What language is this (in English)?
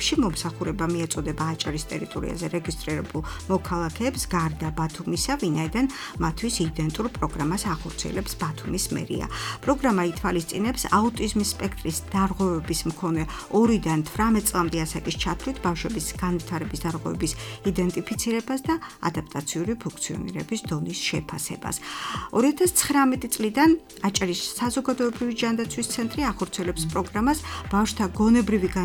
Georgian